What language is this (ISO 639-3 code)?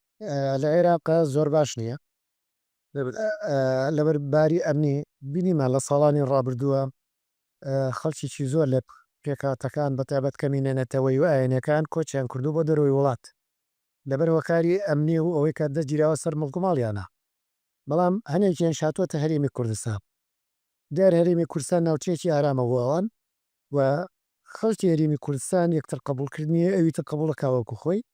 ckb